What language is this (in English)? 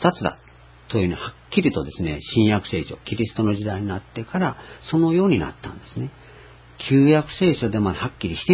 Japanese